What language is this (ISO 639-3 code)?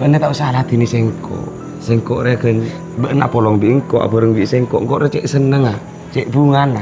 mad